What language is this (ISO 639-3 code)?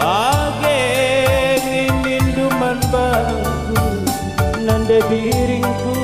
btx